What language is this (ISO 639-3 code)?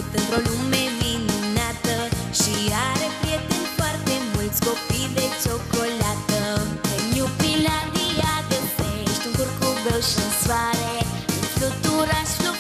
ron